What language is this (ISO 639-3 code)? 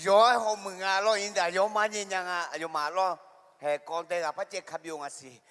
ahk